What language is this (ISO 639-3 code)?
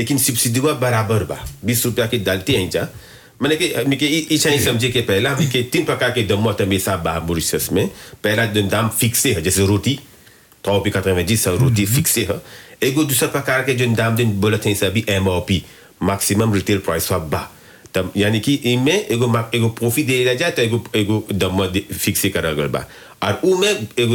bho